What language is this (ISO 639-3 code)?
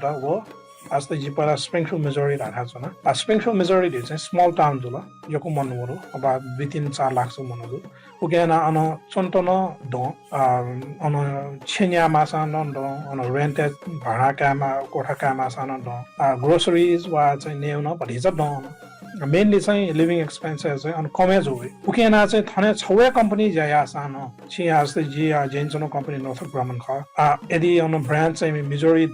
new